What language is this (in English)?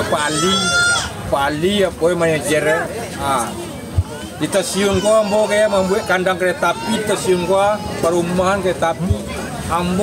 Minangkabau